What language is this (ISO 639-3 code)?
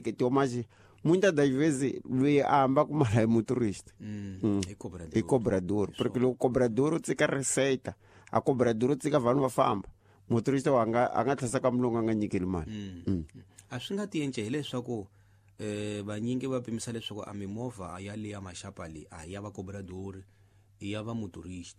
tso